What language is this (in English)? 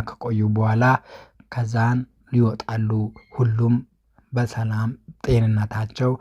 Amharic